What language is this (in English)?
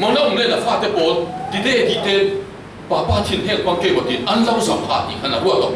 Falam Chin